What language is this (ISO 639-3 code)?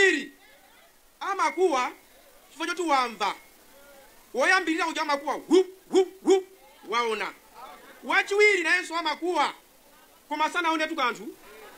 nya